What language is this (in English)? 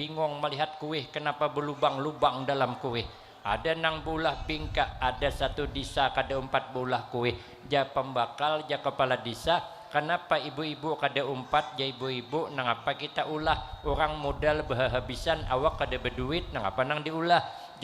Banjar